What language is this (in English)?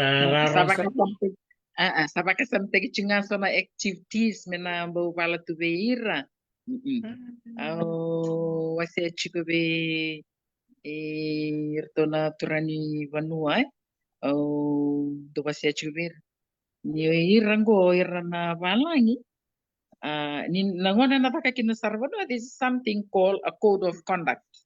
Fijian